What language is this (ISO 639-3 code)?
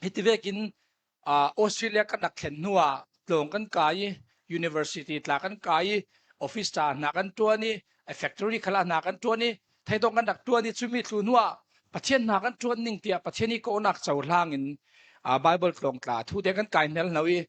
cfm